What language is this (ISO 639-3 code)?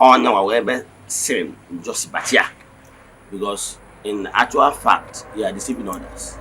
ibo